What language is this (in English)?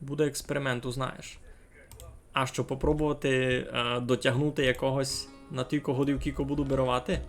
Rusyn